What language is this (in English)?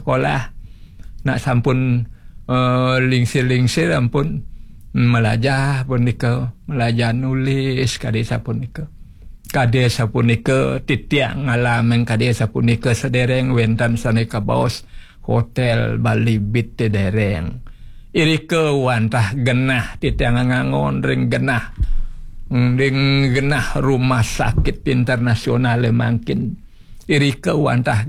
Balinese